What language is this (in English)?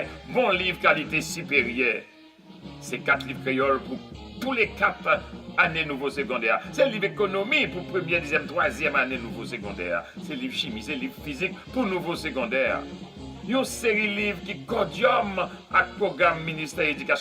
Haitian Creole